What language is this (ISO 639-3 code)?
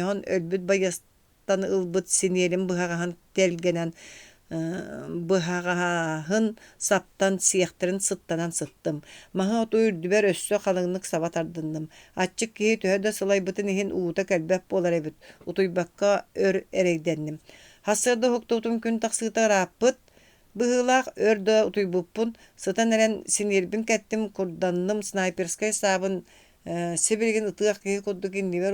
sah